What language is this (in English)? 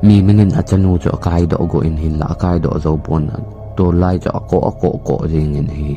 Thado Chin